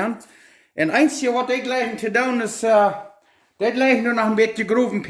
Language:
Plautdietsch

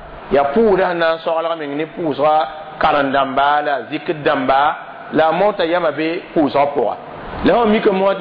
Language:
Mossi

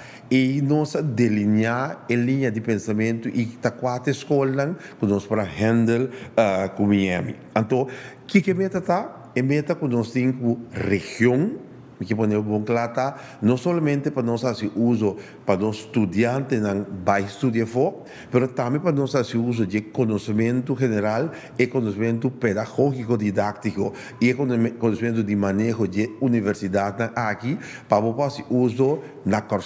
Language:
Papiamento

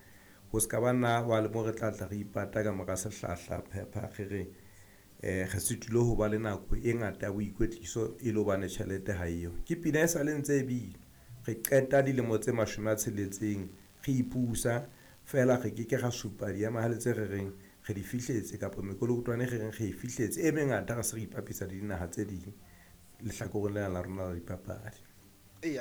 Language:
Southern Sotho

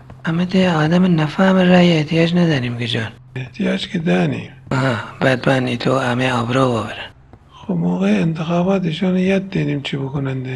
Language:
Gilaki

